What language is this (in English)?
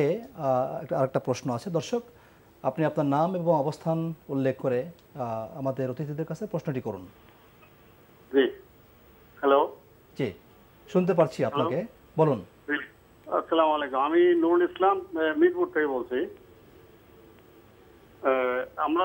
Bangla